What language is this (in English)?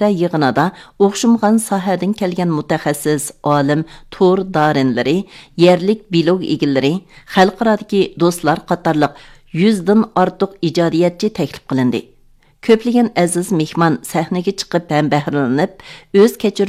Uyghur